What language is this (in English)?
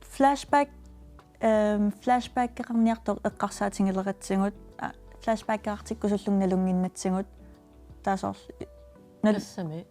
Kalaallisut